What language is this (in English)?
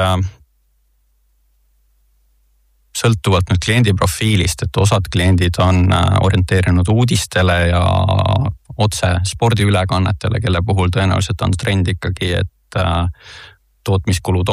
Estonian